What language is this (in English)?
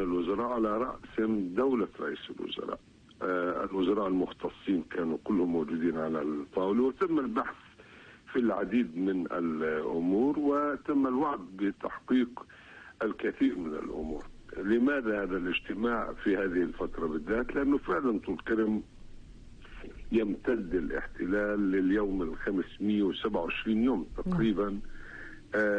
Arabic